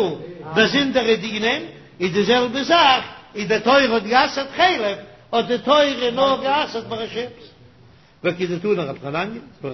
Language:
Yiddish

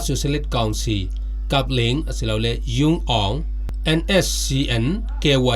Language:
Falam Chin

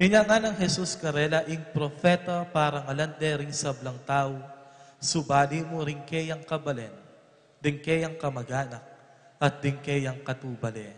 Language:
Pampanga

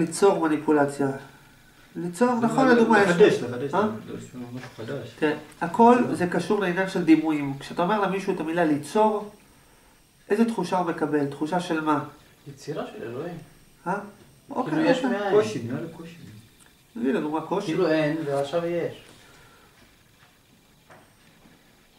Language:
Hebrew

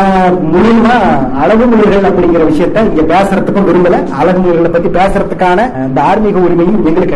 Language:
Tamil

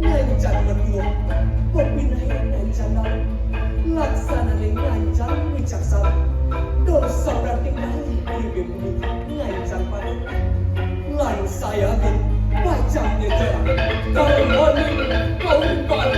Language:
Balinese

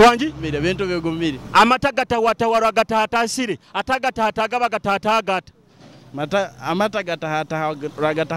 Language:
Nyoro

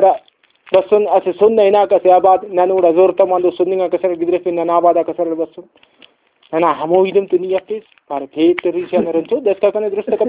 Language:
Brahui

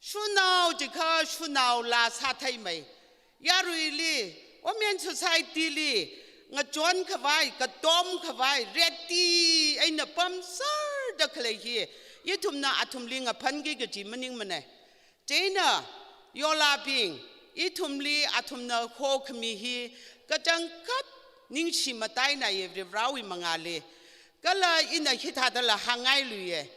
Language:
Tangkhul Naga (India)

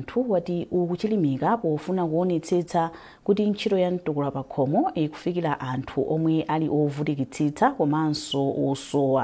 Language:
Nyanja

